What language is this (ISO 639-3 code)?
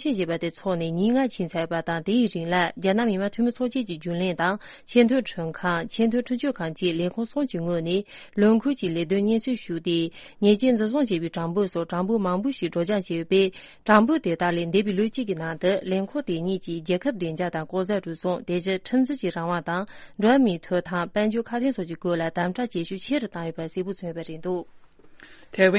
bod